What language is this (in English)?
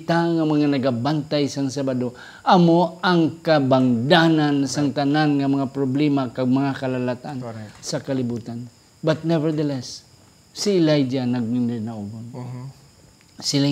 Hiligaynon